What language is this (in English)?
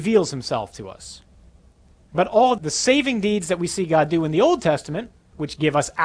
English